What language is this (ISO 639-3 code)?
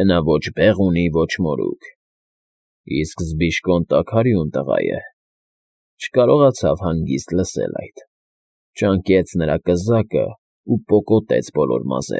hye